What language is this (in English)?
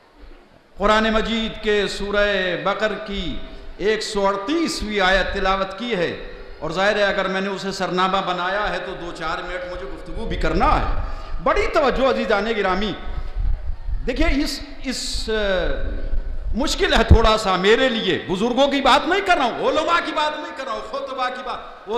Urdu